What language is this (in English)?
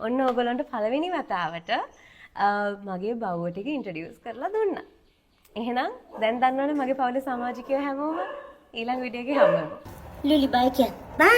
Sinhala